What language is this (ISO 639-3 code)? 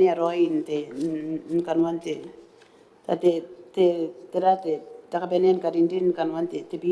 gil